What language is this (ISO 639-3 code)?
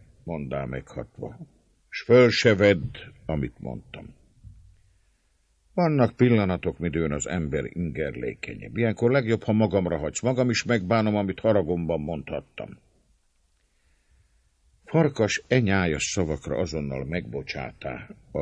hun